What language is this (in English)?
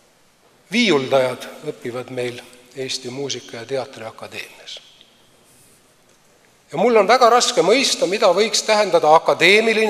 Estonian